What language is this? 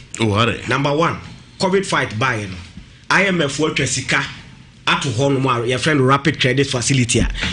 Akan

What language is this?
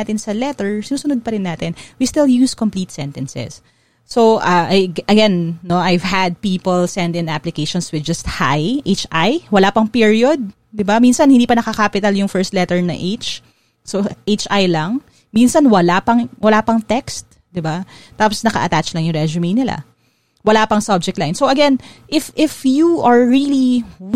Filipino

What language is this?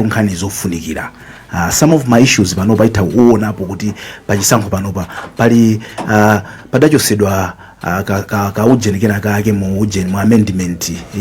Nyanja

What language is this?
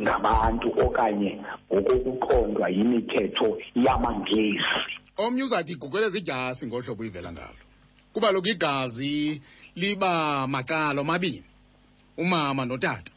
Xhosa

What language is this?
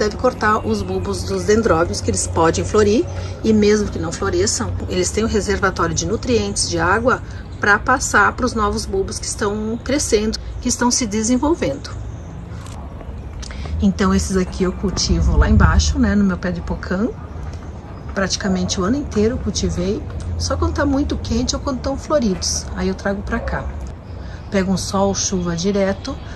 Portuguese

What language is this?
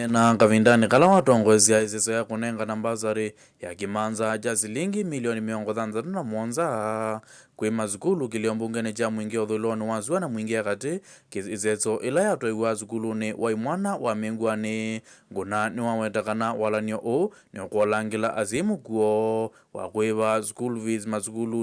Kamba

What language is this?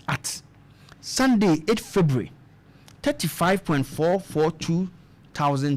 Akan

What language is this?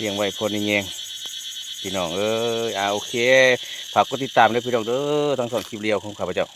Lao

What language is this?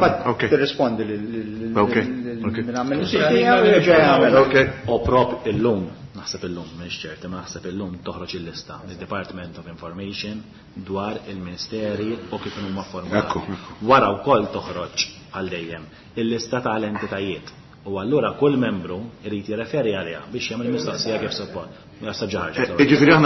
Maltese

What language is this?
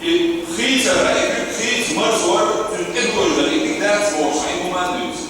Chechen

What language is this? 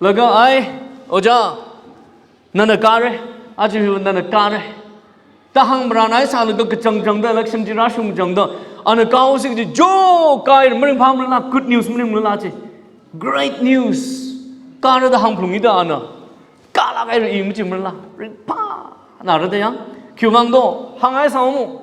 Tangkhul Naga (India)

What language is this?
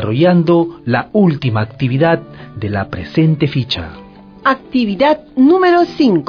Spanish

